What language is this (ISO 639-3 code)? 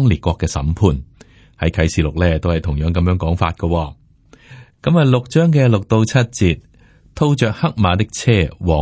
yue